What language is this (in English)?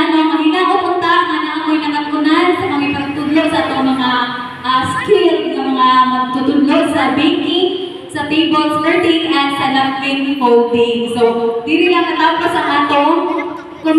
Cebuano